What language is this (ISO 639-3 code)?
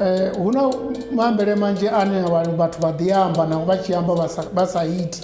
ven